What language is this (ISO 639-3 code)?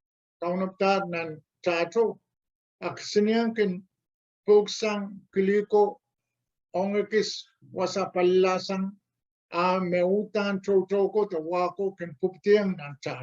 pon